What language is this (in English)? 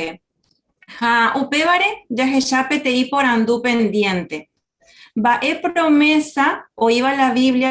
Guarani